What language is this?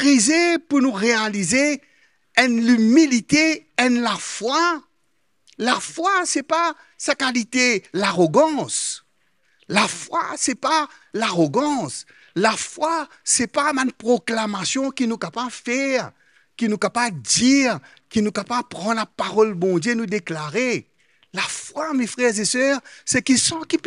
Morisyen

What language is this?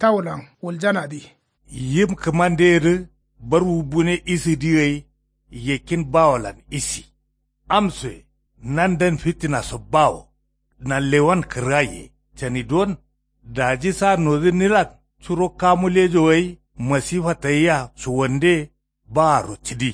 Kanuri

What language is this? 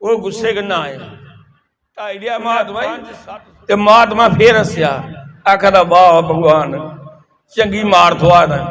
Dogri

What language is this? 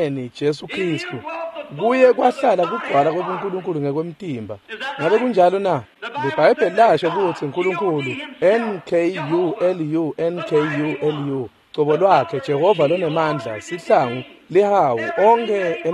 Swati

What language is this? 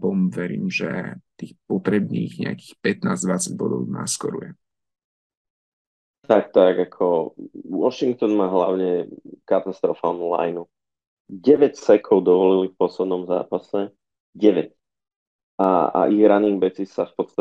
Slovak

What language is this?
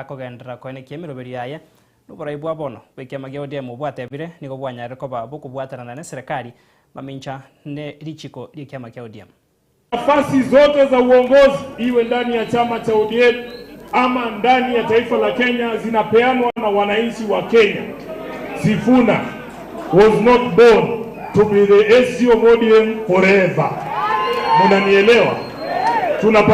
Gusii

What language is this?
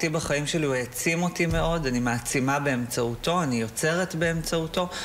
Hebrew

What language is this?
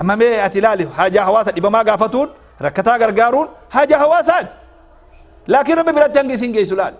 Oromo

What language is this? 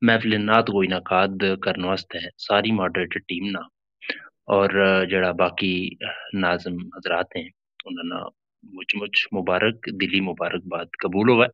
Gujari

